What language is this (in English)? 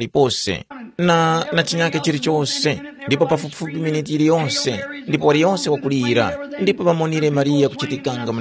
Tumbuka